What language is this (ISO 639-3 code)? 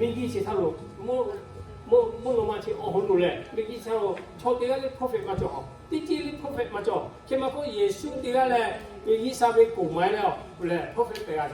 lhu